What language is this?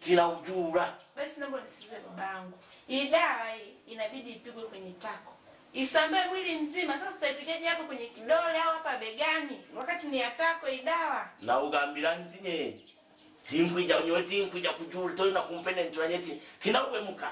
Swahili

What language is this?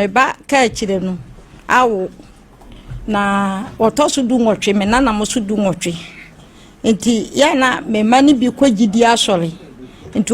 Akan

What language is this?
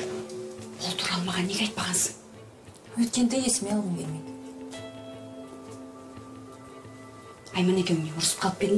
Kazakh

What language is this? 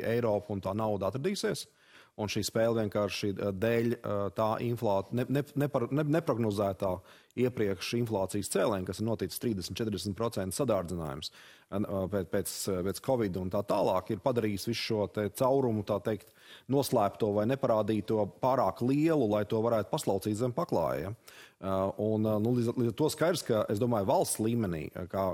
Latvian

